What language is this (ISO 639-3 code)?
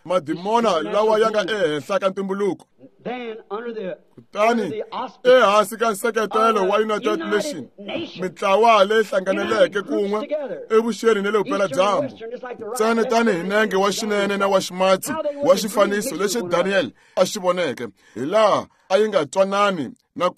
tso